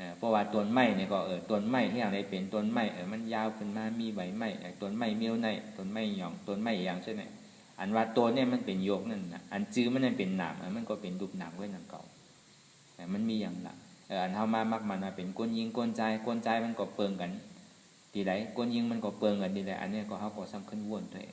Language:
Shan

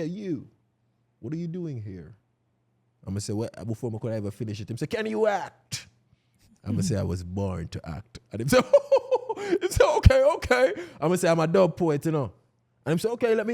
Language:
Jamaican Creole English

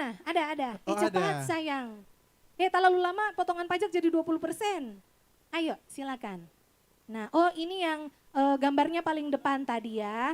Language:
Manado Malay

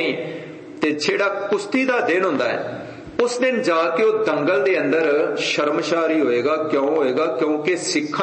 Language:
Punjabi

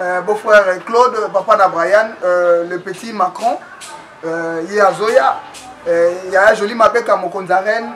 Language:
Lingala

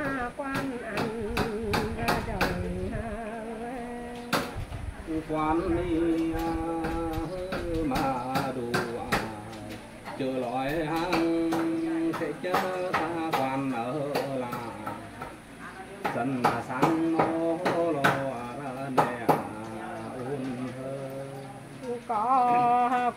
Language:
Vietnamese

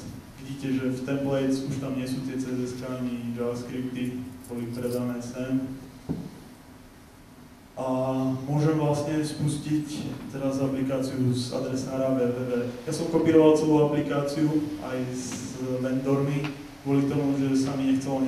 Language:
Slovak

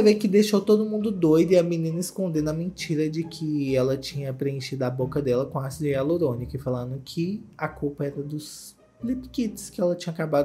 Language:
Portuguese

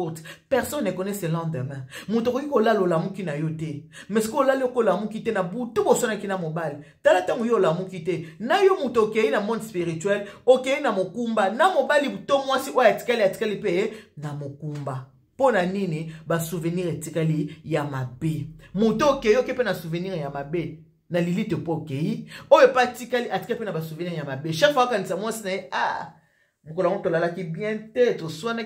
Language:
Lingala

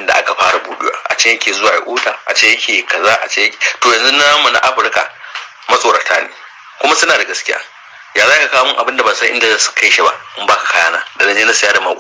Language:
Hausa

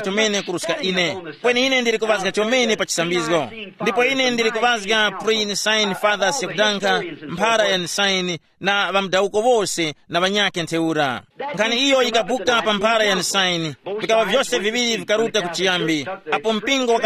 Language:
Tumbuka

